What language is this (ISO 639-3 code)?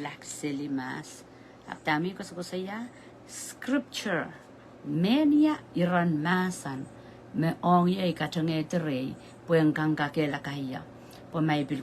pon